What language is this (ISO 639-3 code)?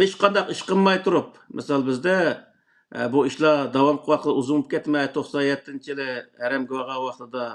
uig